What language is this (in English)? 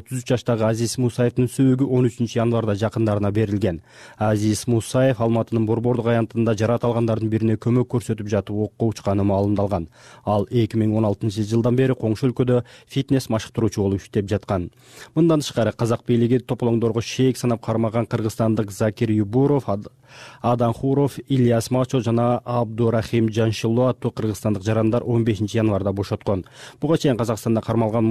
Kyrgyz